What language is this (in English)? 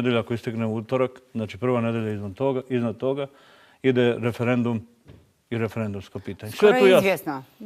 Bosnian